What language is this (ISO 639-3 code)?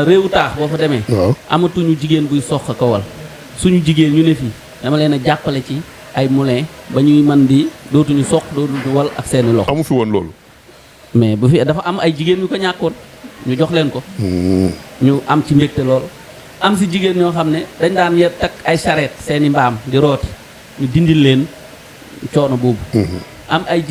wol